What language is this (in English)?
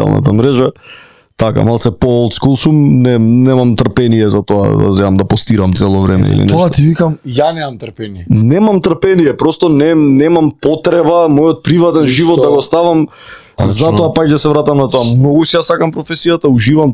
Macedonian